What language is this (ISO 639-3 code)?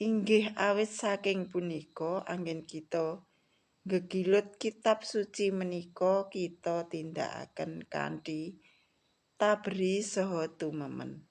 jav